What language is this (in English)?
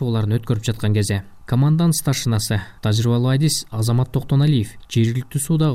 Kyrgyz